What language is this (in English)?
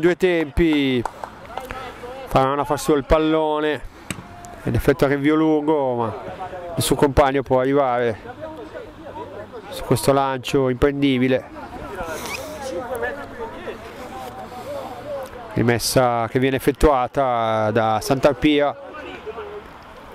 Italian